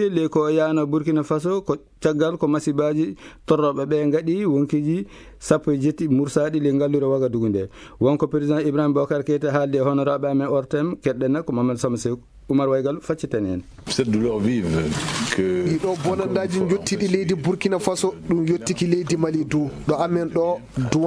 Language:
Fula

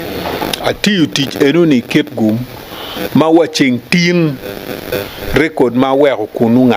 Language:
Acoli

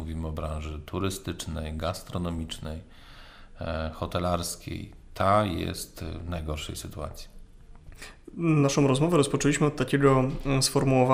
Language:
Polish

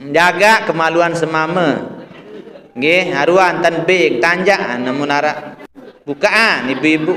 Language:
Sasak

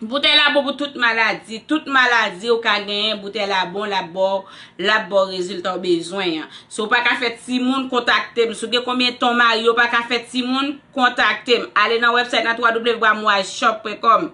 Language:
Haitian Creole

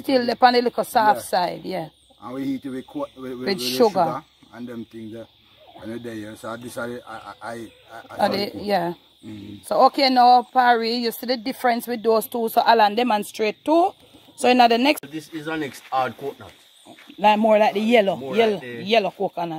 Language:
Jamaican Creole English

